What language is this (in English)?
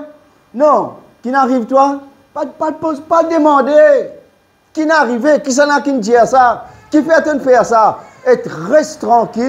Morisyen